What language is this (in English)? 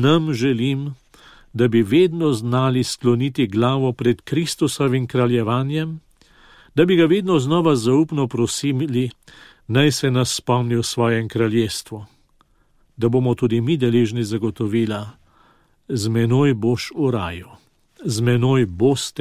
Slovenian